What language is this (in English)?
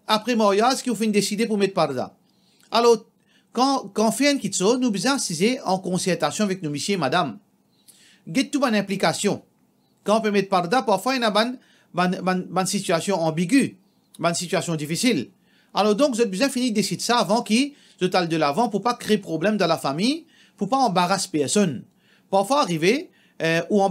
Morisyen